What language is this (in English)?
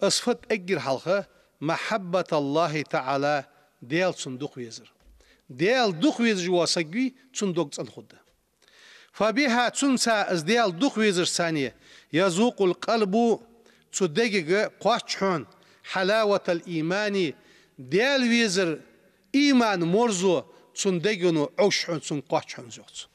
Ingush